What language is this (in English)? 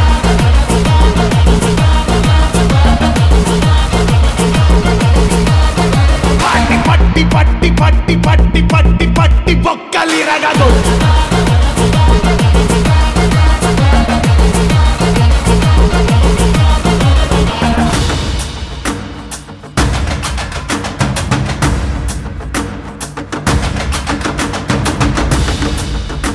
Telugu